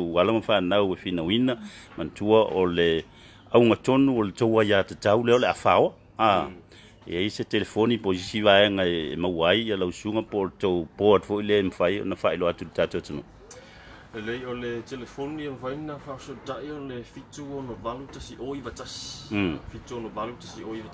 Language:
Samoan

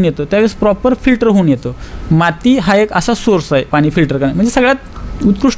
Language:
Marathi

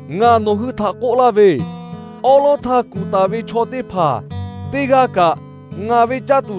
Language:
Lahu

